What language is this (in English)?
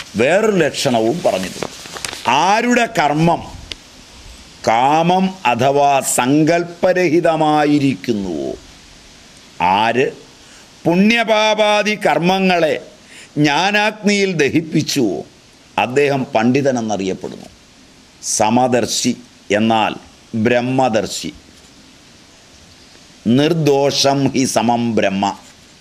Malayalam